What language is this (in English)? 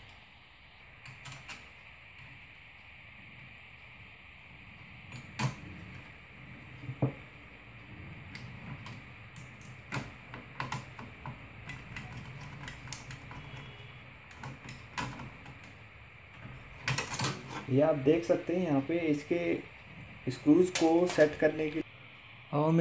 Hindi